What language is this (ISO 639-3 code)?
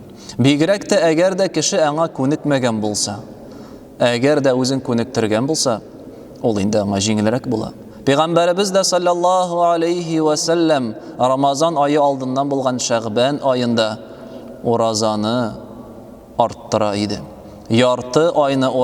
tat